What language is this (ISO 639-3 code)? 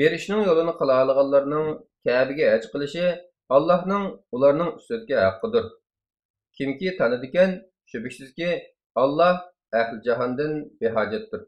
uig